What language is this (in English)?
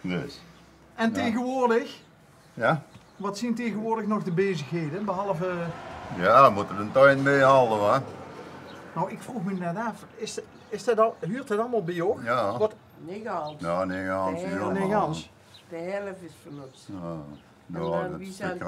Limburgish